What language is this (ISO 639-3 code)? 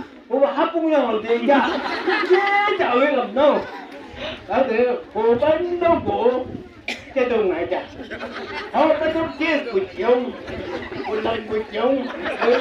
nbc